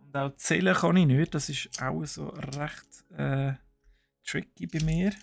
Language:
Swiss German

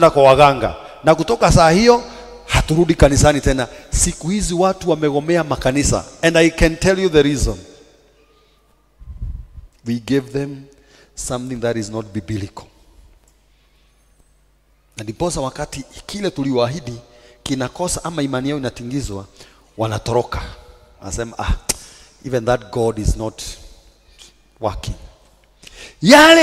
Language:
Swahili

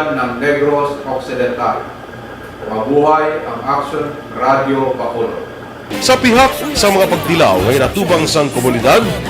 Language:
Hiligaynon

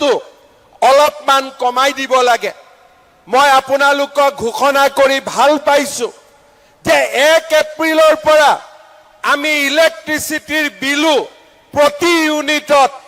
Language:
Assamese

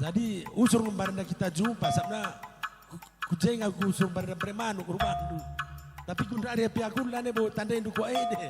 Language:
Batak Karo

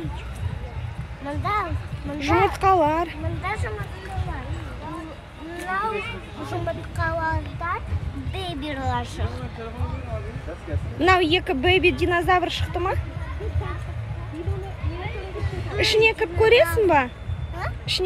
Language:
Kazakh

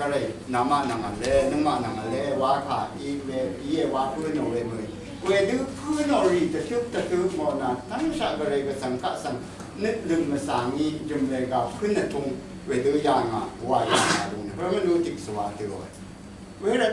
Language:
Rawang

